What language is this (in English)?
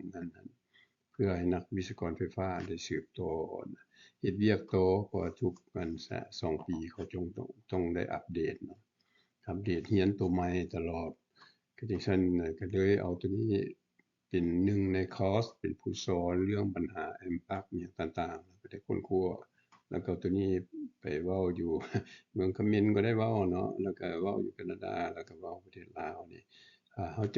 Lao